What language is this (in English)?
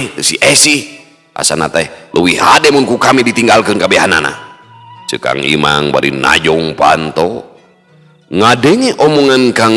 Sundanese